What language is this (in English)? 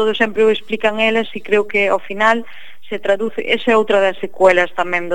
Galician